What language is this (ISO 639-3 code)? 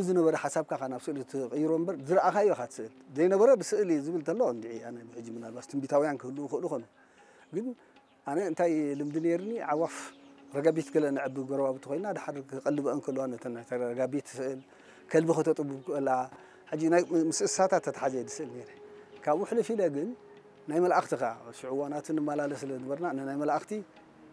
tir